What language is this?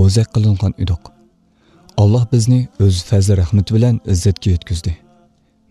Uyghur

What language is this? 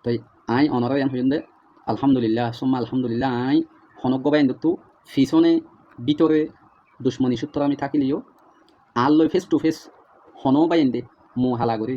Rohingya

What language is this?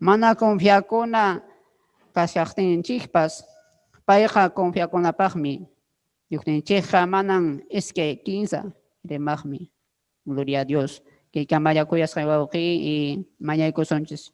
Ayacucho Quechua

